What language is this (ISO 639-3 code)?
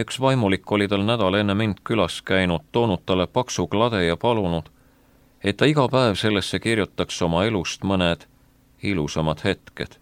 est